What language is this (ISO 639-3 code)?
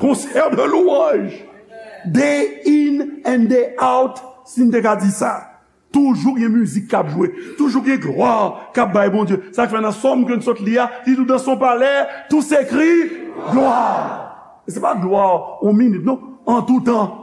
hat